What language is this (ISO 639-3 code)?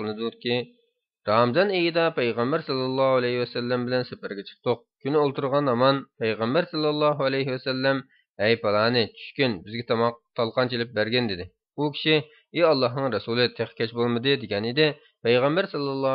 uig